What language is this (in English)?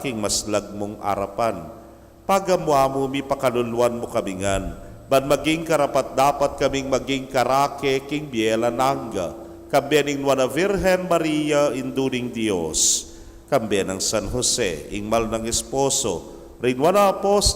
Pampanga